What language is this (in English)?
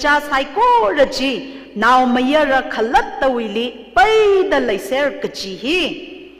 Tangkhul Naga (India)